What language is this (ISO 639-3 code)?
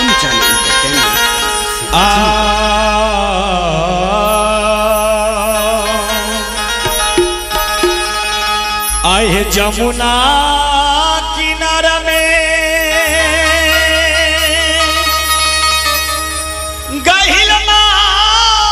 bho